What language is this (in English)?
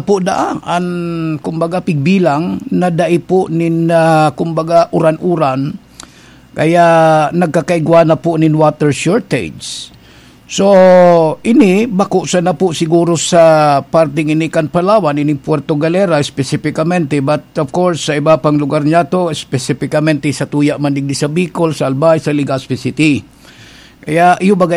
Bikol